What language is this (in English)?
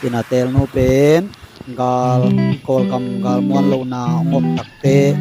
Tedim Chin